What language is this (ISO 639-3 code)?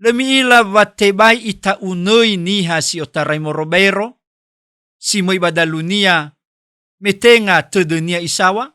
nia